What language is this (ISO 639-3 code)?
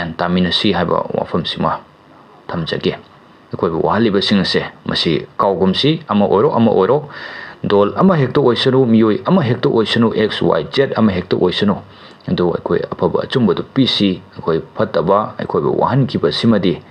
mni